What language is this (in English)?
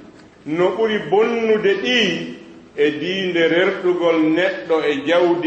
Fula